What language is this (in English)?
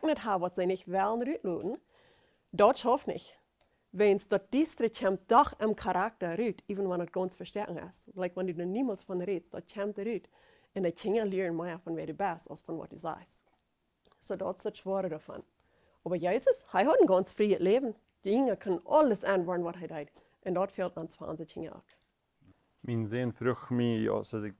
Plautdietsch